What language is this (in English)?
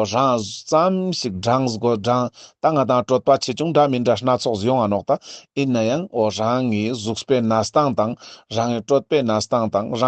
Ladakhi